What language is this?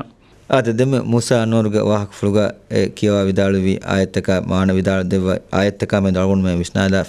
Divehi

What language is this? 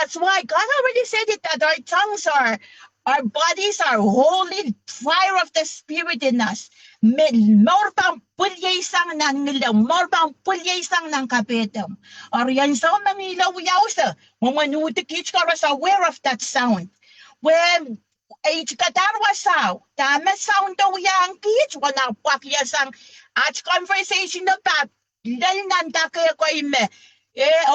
Pohnpeian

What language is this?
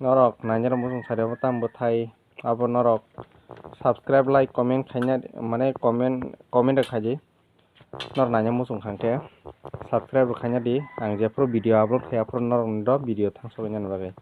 Kok Borok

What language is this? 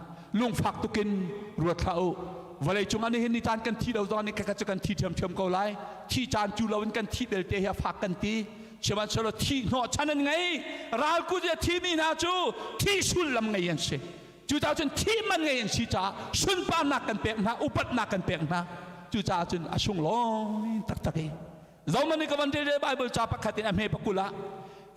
Hakha Chin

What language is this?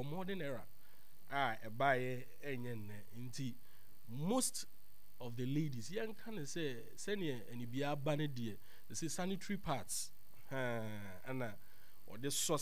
Akan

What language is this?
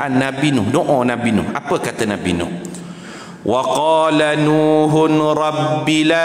Malay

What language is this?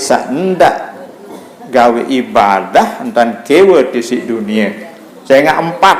Sasak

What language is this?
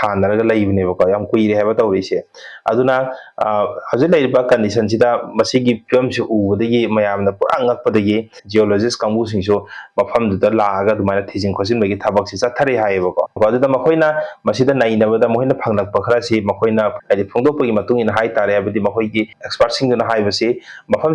Manipuri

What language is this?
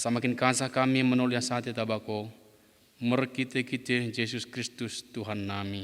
Batak Dairi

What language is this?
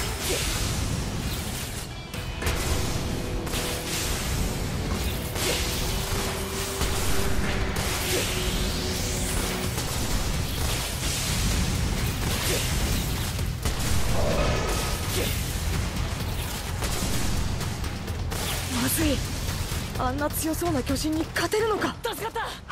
Japanese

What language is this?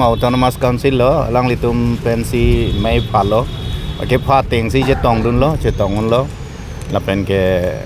Karbi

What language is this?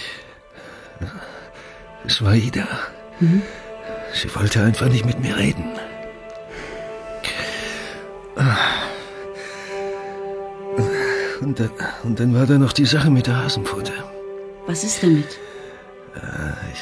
German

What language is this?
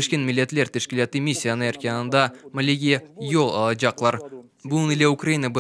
Crimean Tatar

